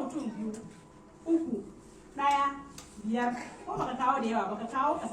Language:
Hausa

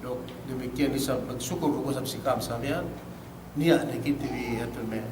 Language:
Yakan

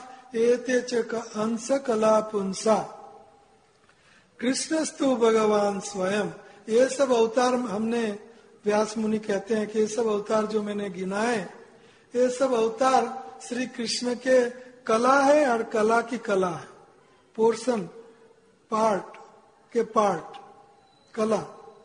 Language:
Hindi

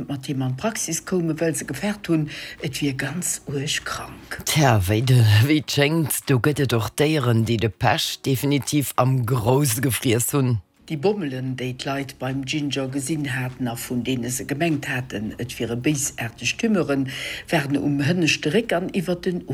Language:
Luxembourgish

